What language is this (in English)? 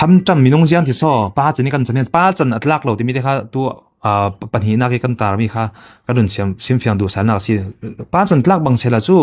Falam Chin